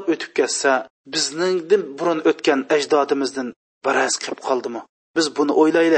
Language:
Uyghur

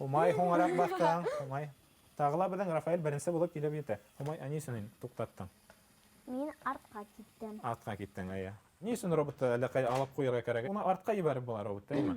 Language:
Bashkir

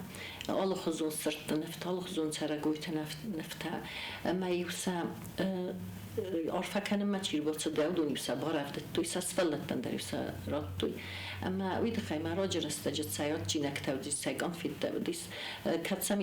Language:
Ossetic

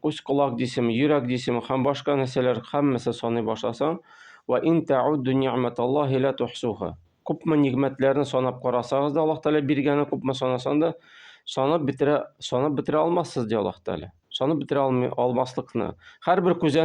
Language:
Tatar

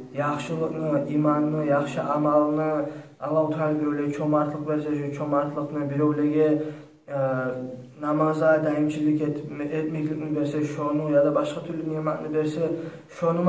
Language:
Kumyk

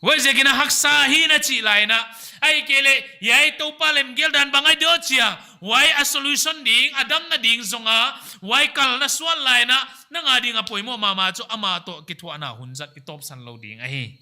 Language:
Paite Chin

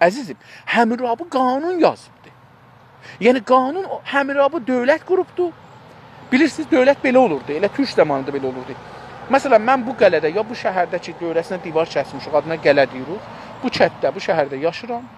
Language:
South Azerbaijani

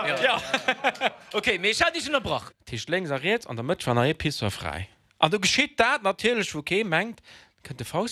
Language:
Luxembourgish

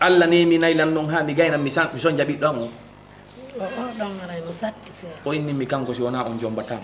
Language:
Fula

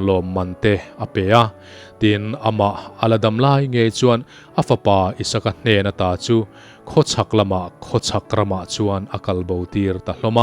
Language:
Mizo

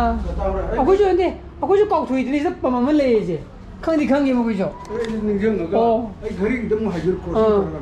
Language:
Manipuri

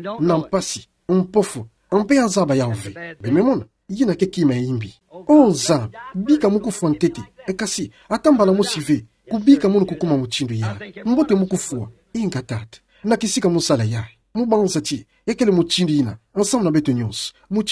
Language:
Kituba (Democratic Republic of Congo)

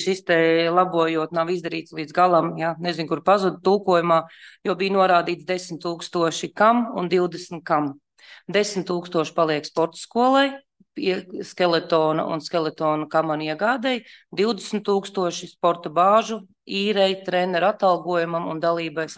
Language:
Latvian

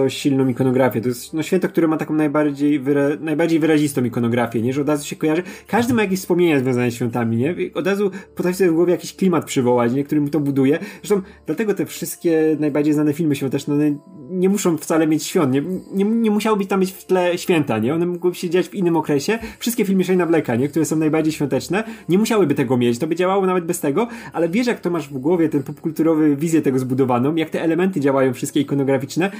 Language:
Polish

